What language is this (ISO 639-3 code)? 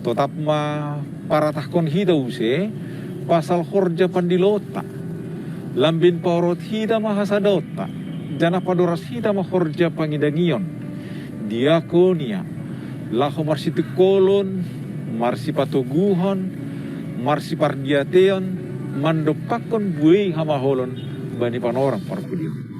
bts